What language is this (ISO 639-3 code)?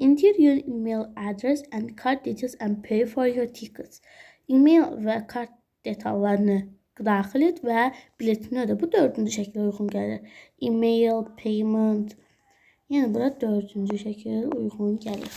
aze